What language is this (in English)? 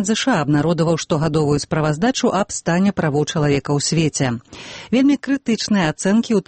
Belarusian